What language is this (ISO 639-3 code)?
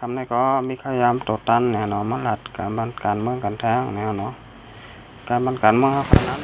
shn